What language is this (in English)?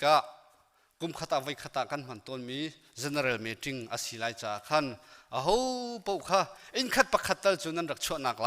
Hakha Chin